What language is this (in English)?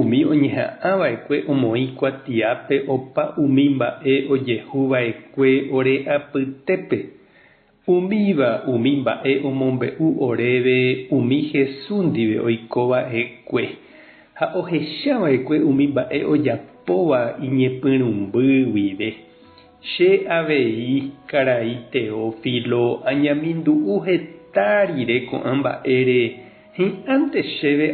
Guarani